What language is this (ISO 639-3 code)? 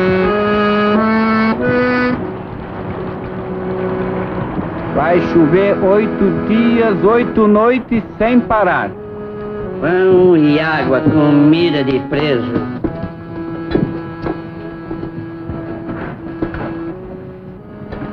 por